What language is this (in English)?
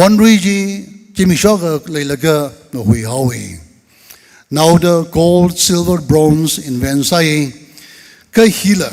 Tangkhul Naga (India)